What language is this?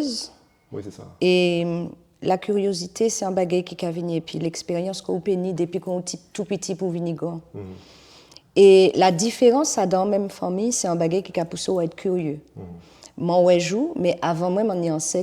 Guadeloupean Creole French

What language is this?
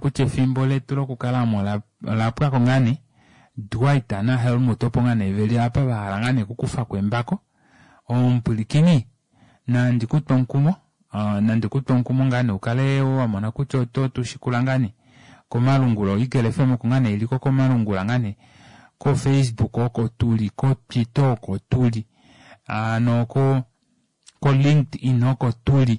Kuanyama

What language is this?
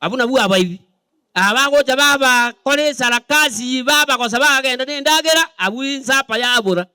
Gusii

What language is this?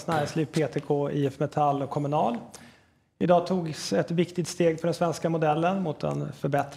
Swedish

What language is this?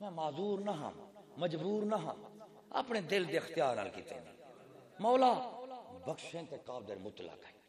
Saraiki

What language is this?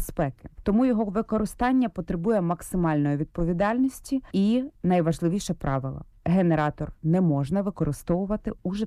Ukrainian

